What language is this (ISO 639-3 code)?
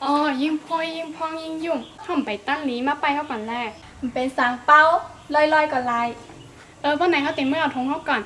shn